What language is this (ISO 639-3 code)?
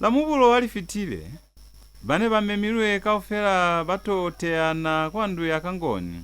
loz